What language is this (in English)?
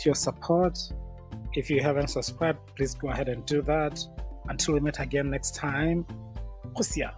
Tswana